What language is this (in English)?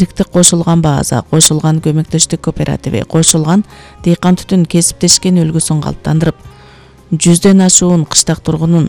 Kyrgyz